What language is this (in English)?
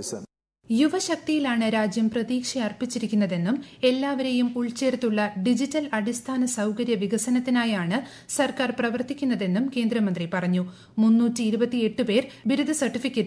Malayalam